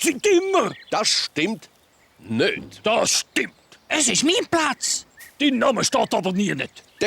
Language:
Swiss German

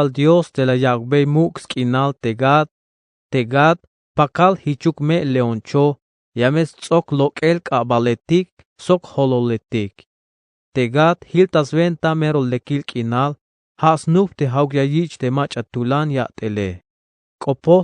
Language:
Tzeltal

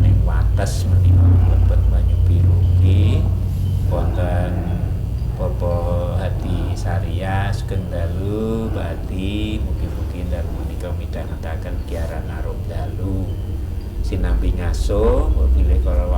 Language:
Javanese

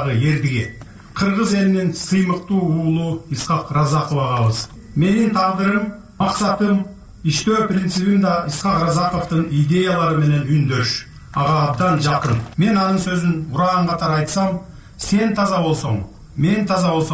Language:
Kyrgyz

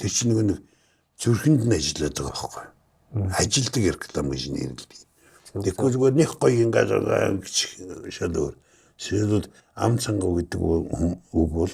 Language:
Mongolian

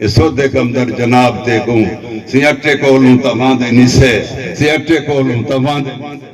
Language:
Saraiki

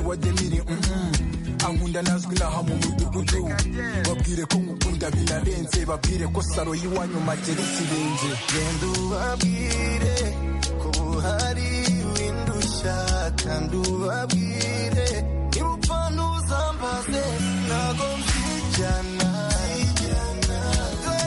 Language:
Kinyarwanda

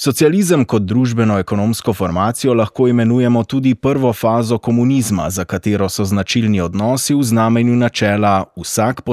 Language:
Slovenian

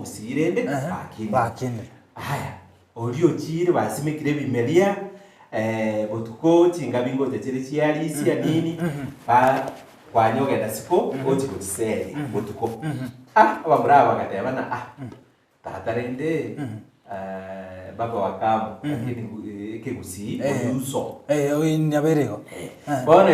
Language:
Gusii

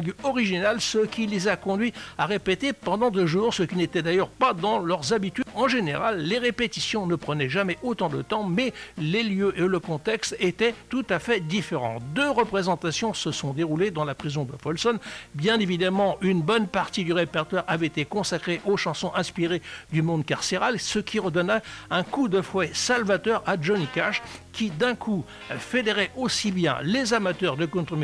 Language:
French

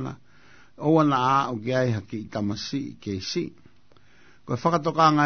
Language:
Tongan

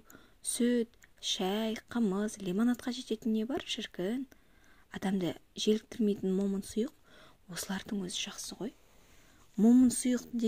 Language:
Kazakh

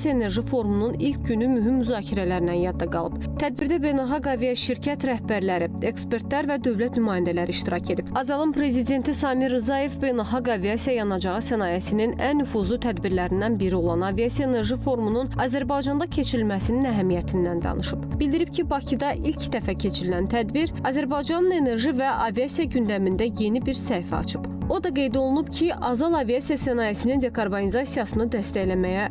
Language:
Azerbaijani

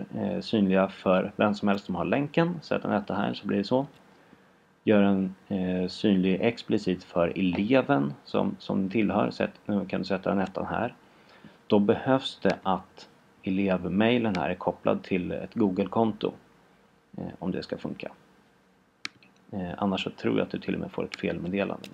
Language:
Swedish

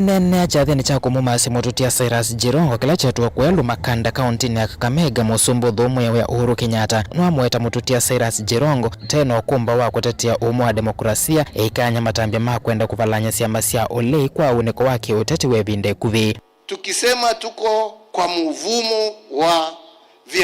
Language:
Kamba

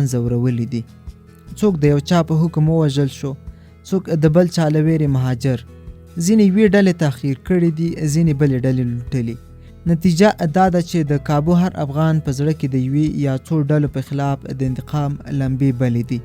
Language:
Pashto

